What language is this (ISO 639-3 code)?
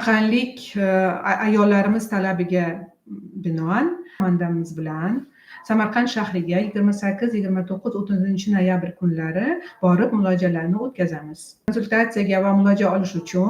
uzb